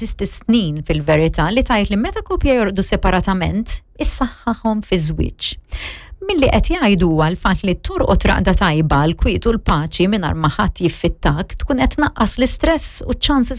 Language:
Maltese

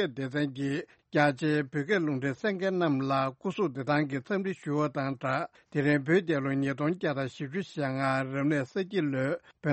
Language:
Tibetan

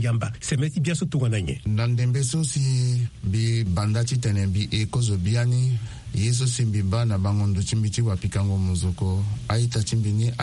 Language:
Sango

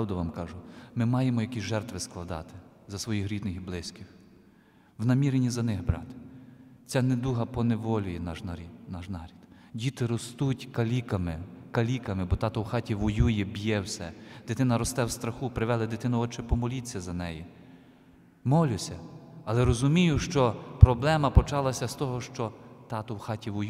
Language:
Ukrainian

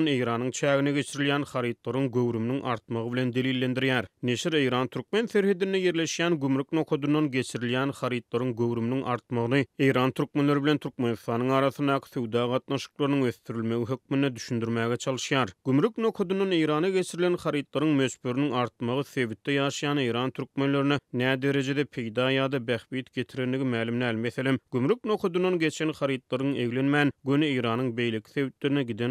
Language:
Turkmen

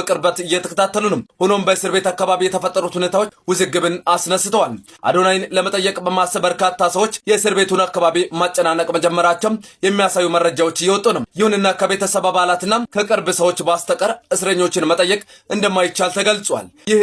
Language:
Amharic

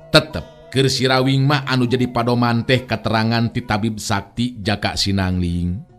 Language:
Sundanese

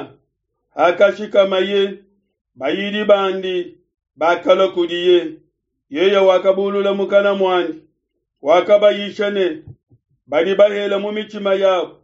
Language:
Luba-Lulua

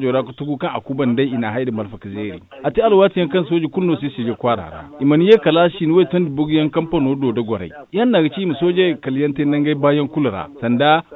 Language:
Zarma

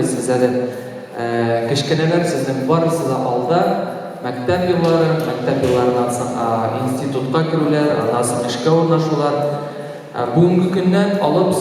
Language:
Tatar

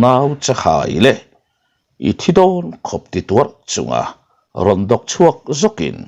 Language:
Mizo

